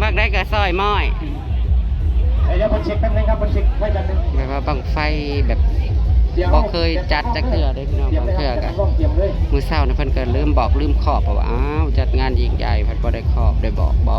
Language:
Northeastern Thai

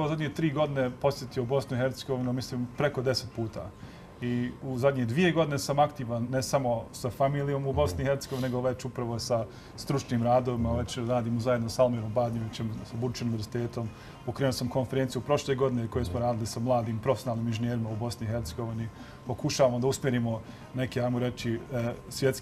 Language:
Bosnian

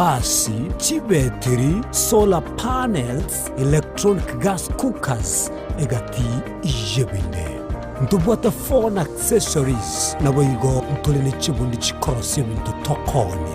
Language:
Gusii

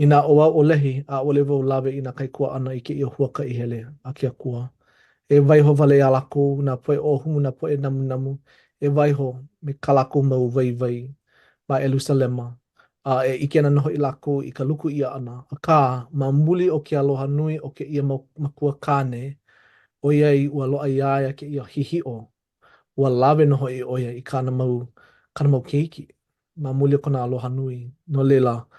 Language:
Hawaiian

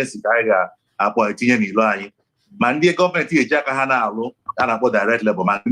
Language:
Igbo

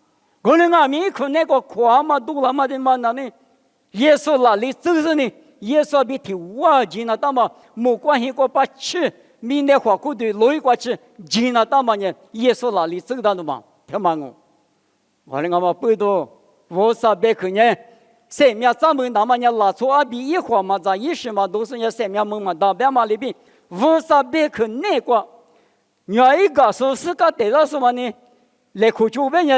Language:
Lisu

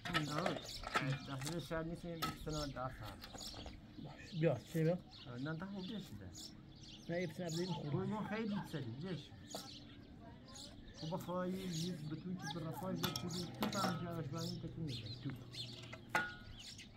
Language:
Persian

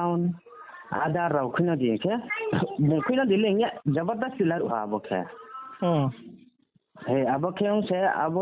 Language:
Riang (India)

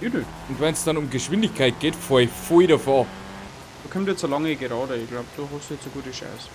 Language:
Bavarian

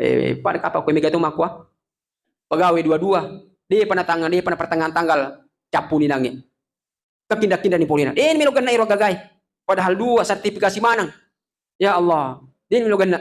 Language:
Buginese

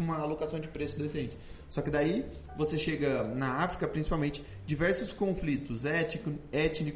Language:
Portuguese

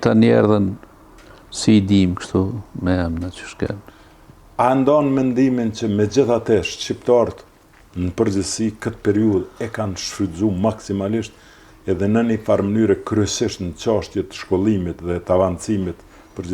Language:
Albanian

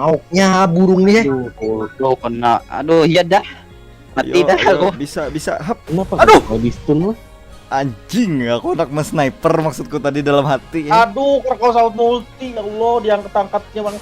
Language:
Banjar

